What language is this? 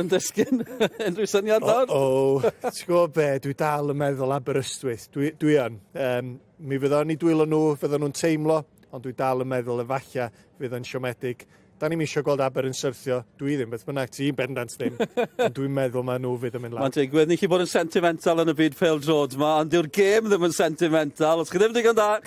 Welsh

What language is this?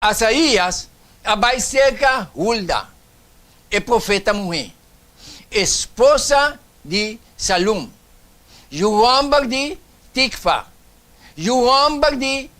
Papiamento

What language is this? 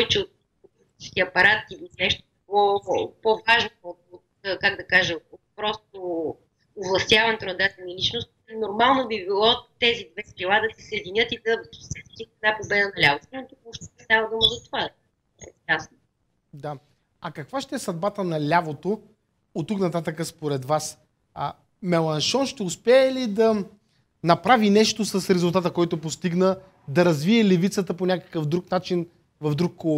Bulgarian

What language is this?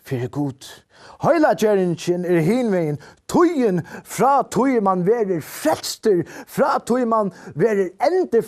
Faroese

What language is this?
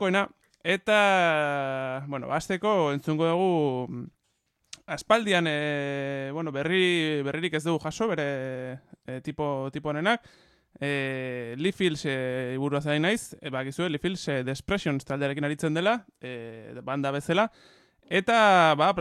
Basque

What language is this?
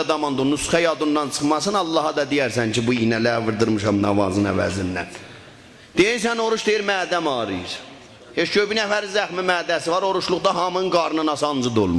South Azerbaijani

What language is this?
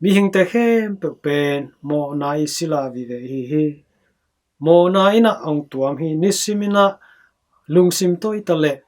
Tedim Chin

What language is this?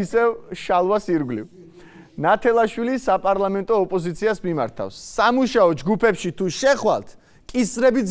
Georgian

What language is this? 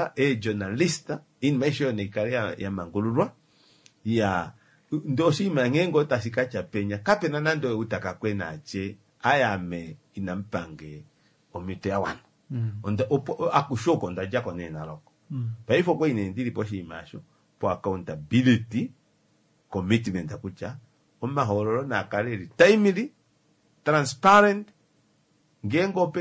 Kuanyama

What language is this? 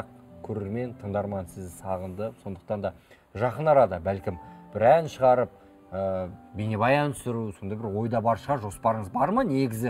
Kazakh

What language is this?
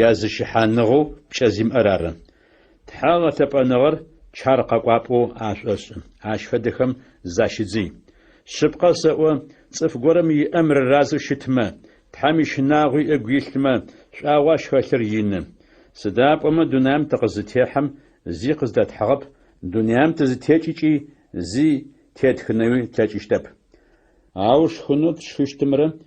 Adyghe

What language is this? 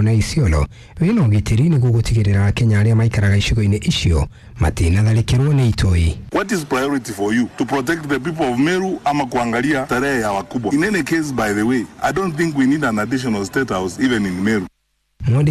Kikuyu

